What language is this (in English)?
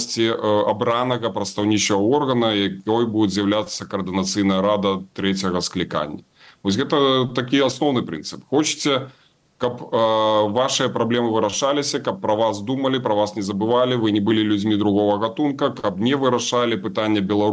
Belarusian